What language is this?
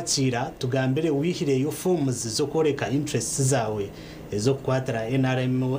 Nyankole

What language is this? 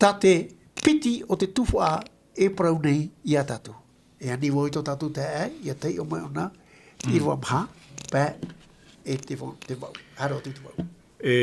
Tahitian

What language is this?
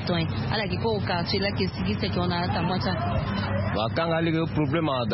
Sango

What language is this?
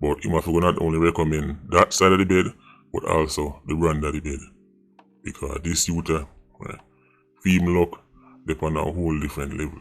Jamaican Creole English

